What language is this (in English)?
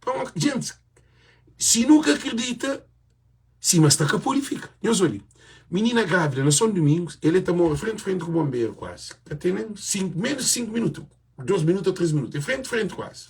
Kabuverdianu